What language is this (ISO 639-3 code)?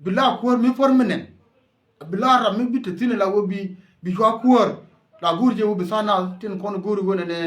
nus